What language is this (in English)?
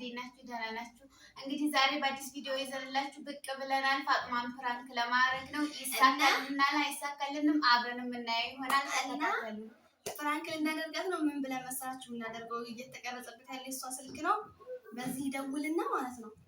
Amharic